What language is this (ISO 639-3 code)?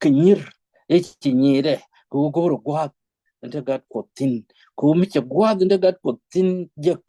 nus